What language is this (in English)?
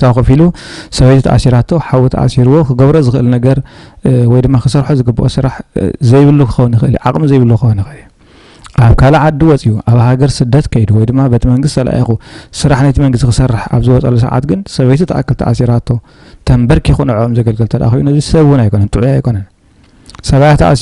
Tigrinya